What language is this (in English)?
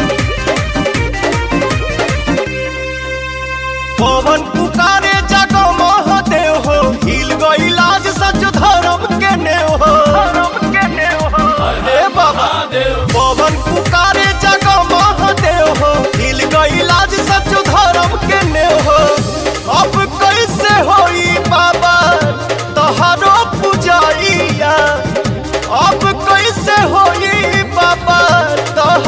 Bhojpuri